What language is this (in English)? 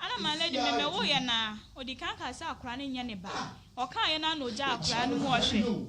Akan